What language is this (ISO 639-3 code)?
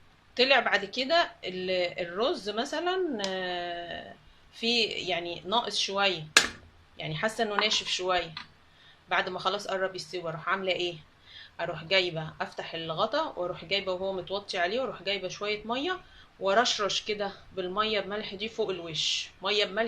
arz